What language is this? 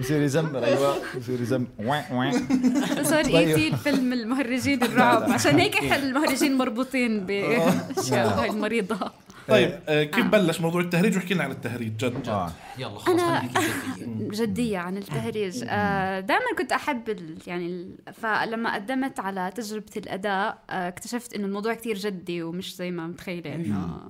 North Levantine Arabic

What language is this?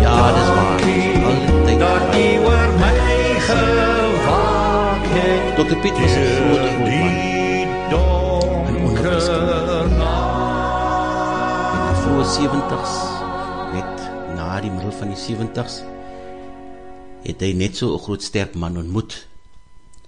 Afrikaans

